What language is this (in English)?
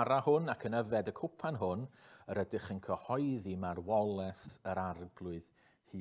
Welsh